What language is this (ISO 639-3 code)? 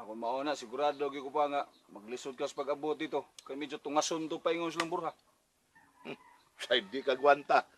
ceb